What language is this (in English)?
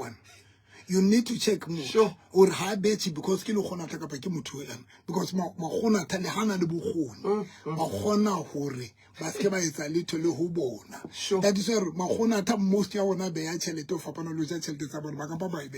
Southern Sotho